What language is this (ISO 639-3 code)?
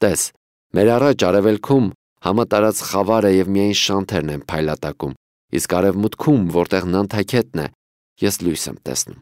hye